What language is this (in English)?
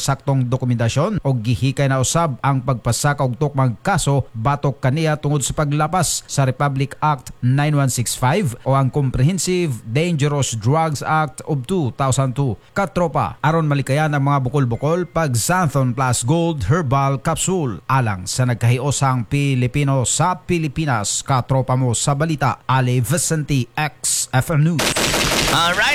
Cebuano